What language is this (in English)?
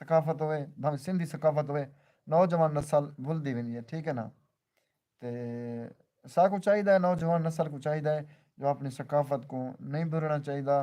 Saraiki